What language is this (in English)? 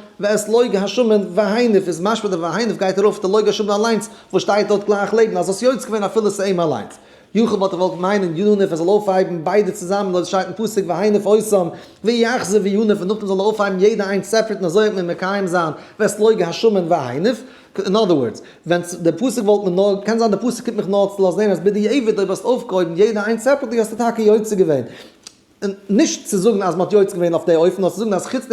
Yiddish